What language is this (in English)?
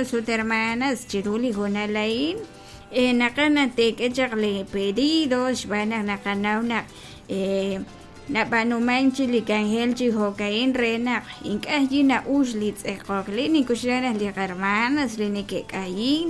Kekchí